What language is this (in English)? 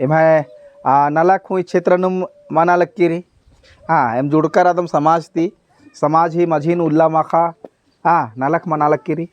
Kurukh